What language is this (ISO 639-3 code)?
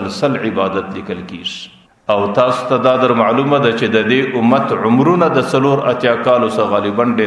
pus